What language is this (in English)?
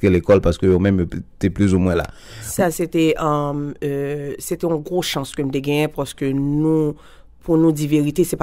Haitian Creole